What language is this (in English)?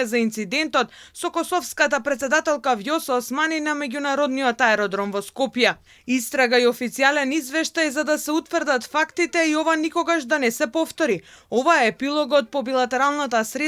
Macedonian